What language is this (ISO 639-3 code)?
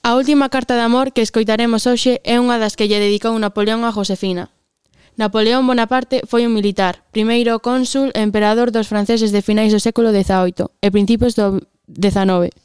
glg